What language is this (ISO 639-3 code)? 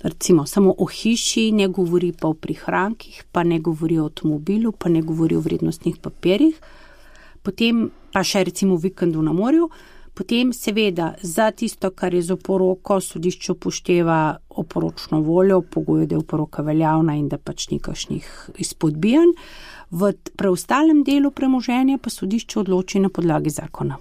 slv